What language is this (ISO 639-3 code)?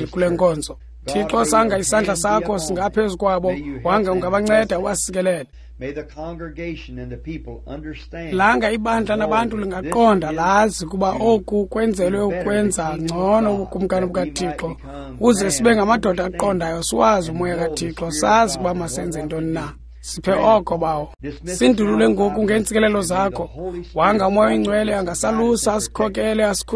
xho